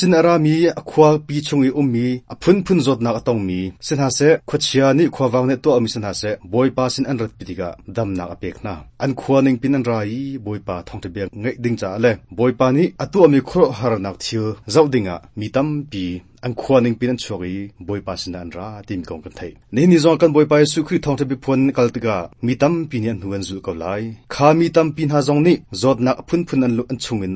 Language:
Hakha Chin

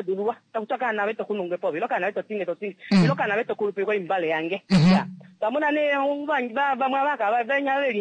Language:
Kuanyama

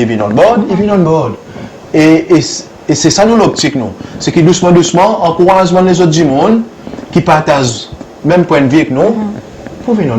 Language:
Seselwa Creole French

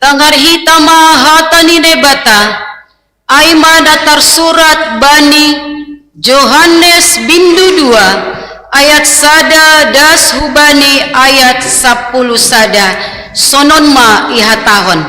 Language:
Batak Simalungun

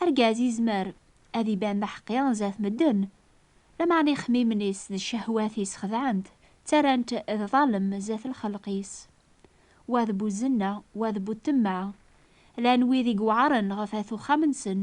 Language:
Kabyle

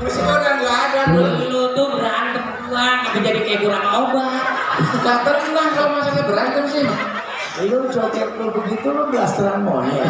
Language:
Betawi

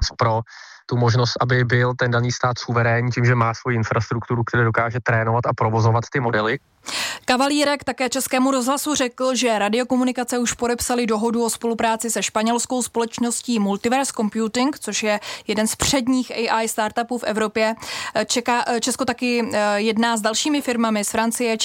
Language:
Czech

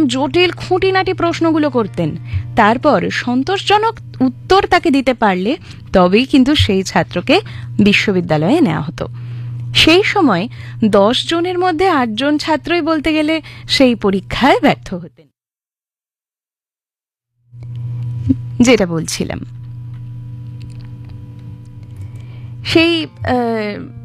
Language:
Bangla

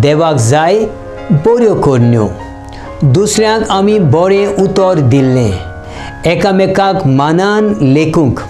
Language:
Konkani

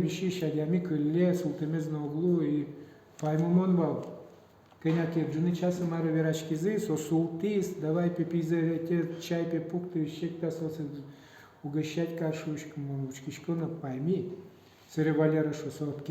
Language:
Udmurt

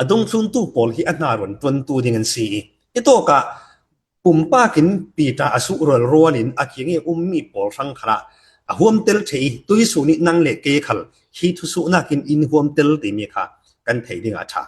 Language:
Falam Chin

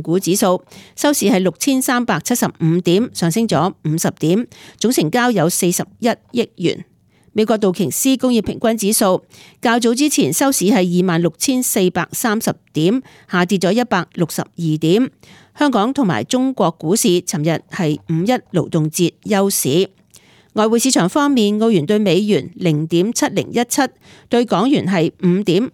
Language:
Cantonese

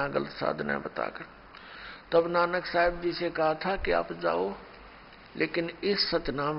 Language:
Hindi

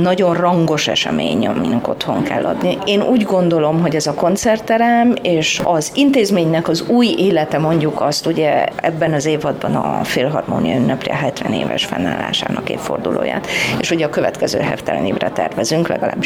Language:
Hungarian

